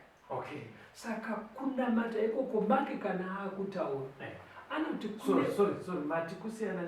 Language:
Shona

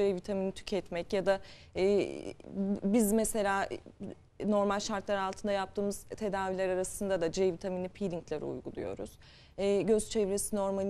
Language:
Turkish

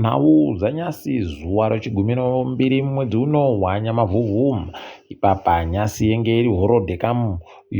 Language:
Ndau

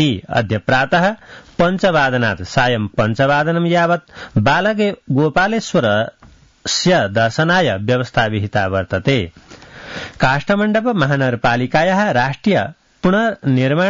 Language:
Sanskrit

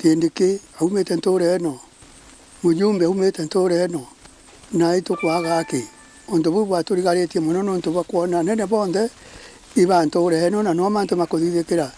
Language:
Meru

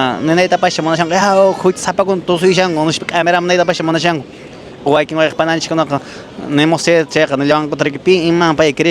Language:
Quechua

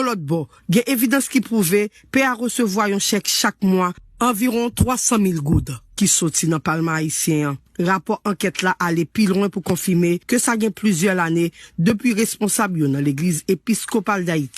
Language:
Haitian Creole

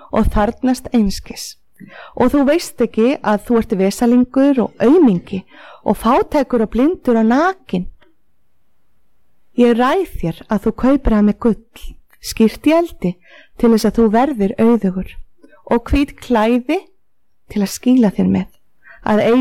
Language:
Icelandic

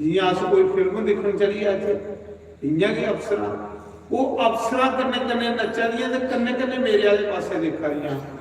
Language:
Dogri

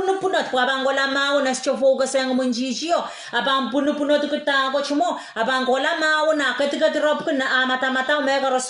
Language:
Pohnpeian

